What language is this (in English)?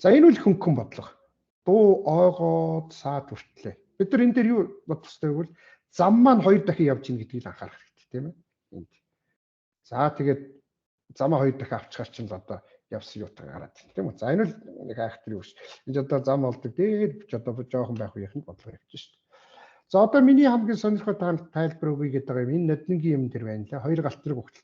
Mongolian